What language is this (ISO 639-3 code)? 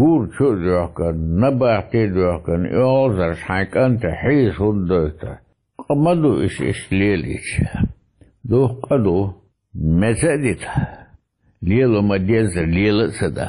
che